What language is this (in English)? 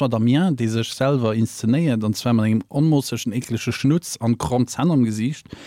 Luxembourgish